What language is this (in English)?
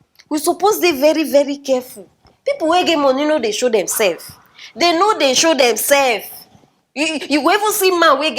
Nigerian Pidgin